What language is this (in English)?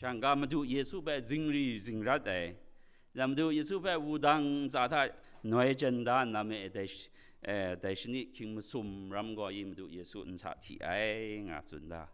Kachin